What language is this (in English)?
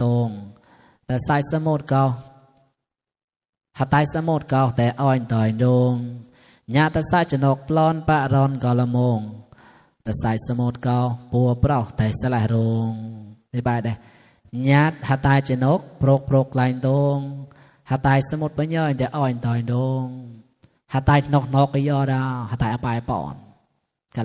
Mon